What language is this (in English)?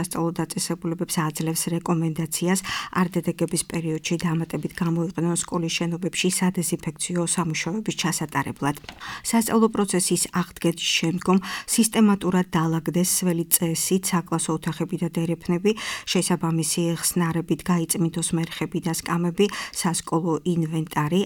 Georgian